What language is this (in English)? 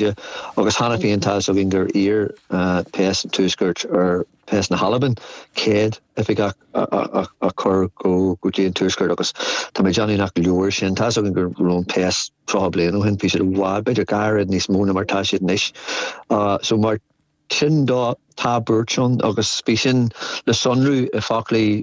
Irish